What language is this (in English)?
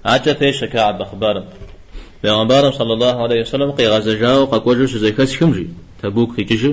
Kabardian